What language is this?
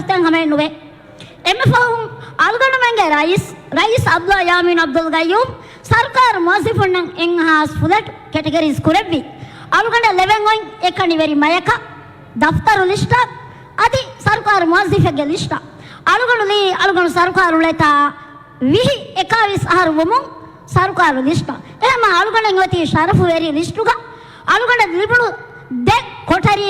Divehi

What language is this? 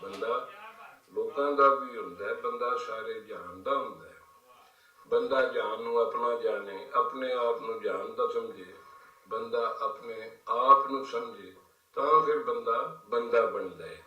Western Panjabi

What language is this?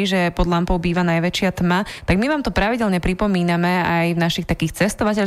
Slovak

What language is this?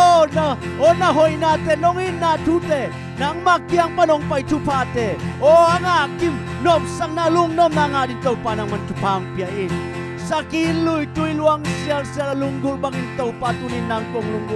Tedim Chin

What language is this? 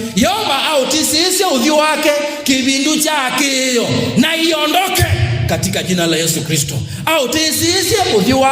Kamba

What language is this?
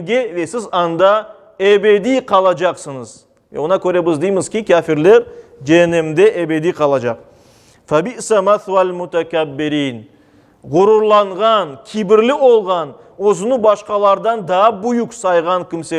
Crimean Tatar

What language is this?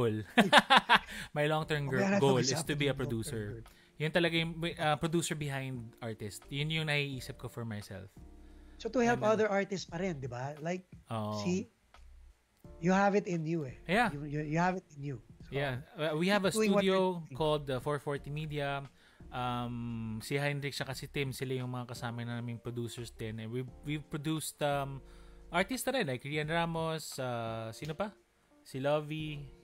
Filipino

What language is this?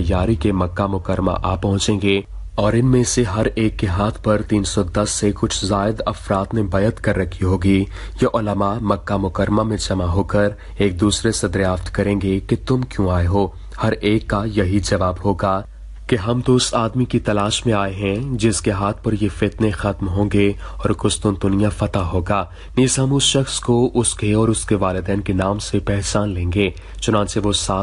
Urdu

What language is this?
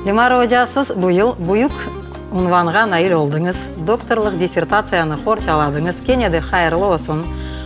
Crimean Tatar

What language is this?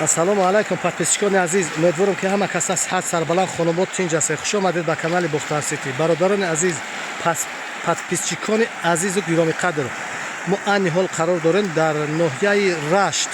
Tajik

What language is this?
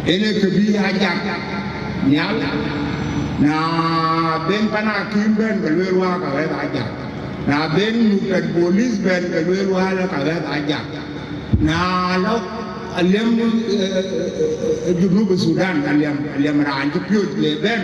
Dinka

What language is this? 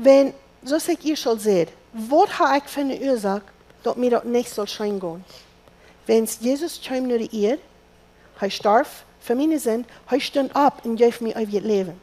Plautdietsch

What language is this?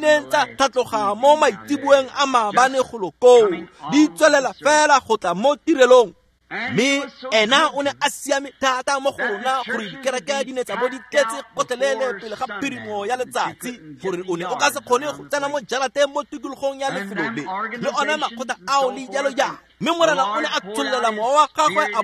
Tswana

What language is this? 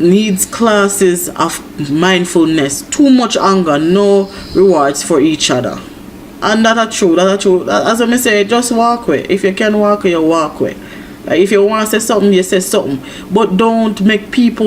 Jamaican Creole English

